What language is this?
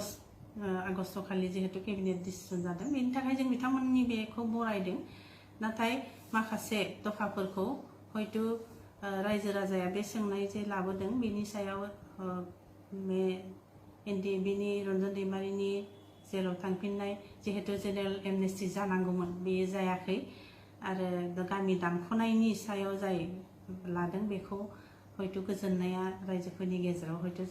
Bodo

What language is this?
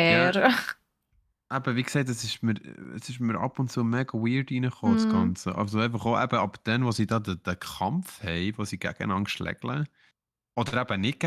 Swiss German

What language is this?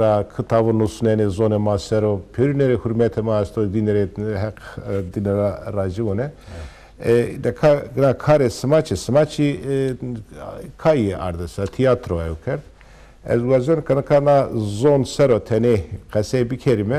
Zaza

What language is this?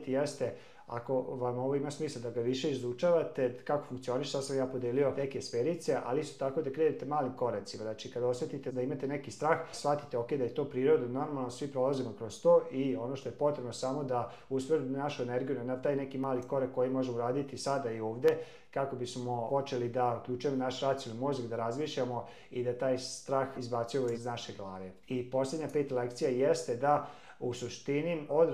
Serbian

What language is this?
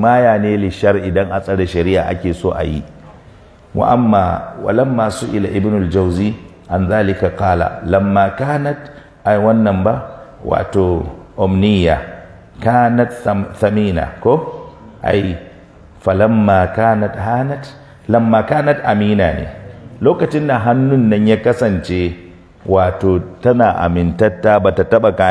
Hausa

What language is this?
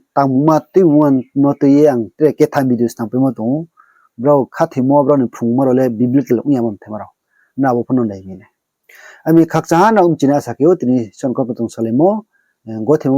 Riang (India)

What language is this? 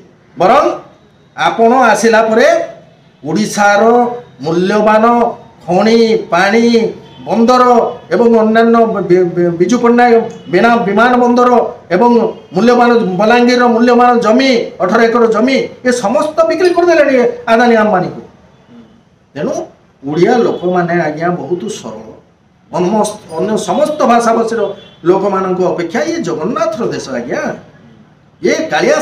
Odia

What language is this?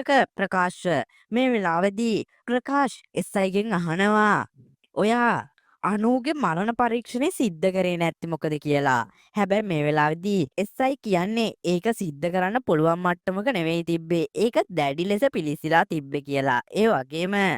Sinhala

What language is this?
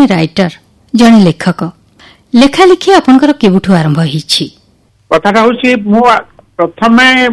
Odia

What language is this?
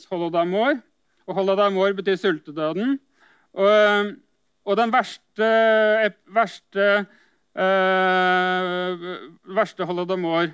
Norwegian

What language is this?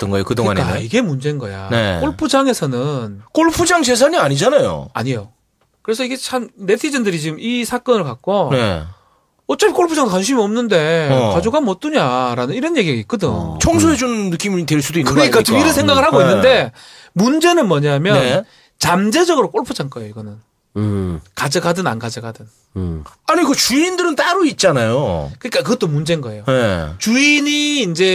Korean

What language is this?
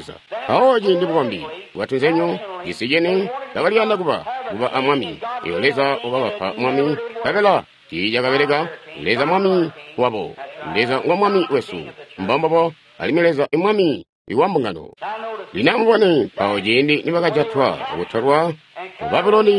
Tonga (Zambia)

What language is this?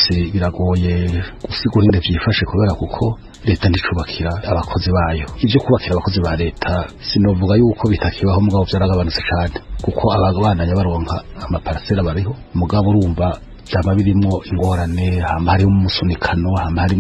Rundi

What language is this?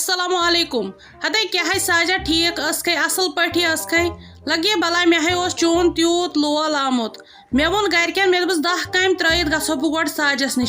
Kashmiri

